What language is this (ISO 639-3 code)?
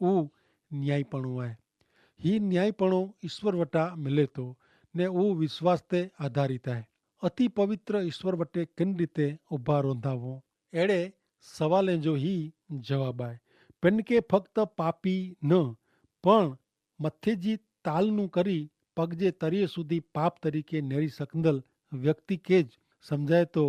kfr